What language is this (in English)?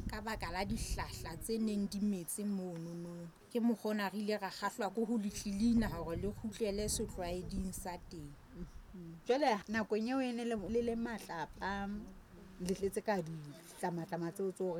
Southern Sotho